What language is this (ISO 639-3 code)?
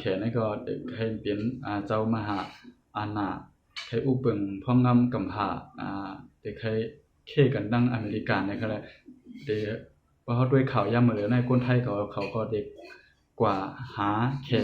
shn